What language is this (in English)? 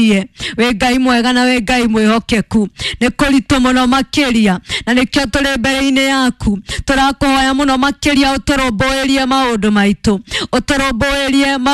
Kikuyu